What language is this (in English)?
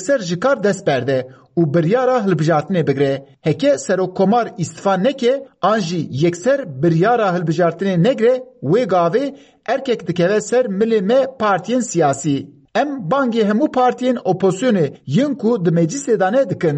Kurdish